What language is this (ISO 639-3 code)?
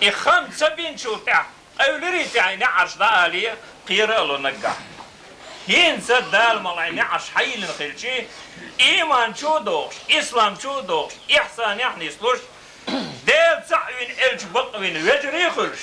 che